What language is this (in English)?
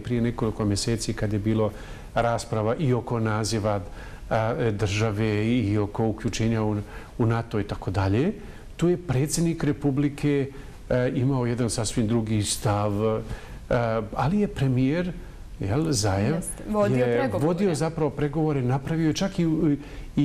Bosnian